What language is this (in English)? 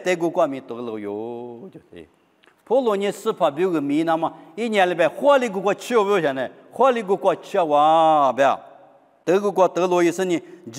Lisu